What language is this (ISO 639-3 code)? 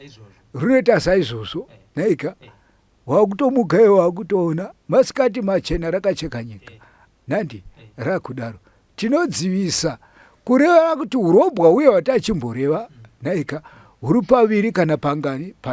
sna